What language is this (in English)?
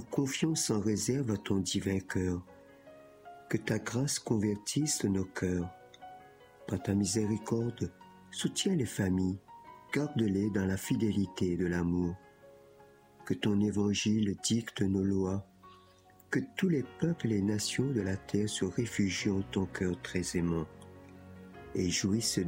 French